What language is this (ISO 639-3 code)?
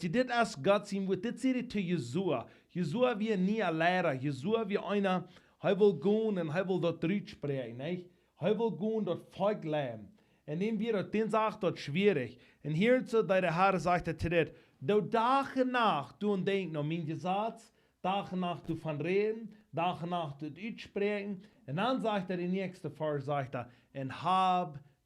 pdt